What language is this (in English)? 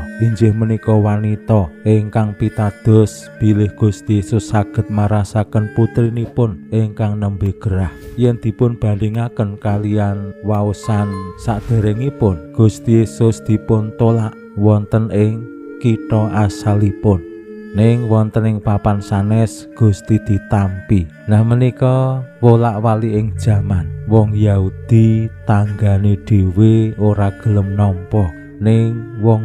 Javanese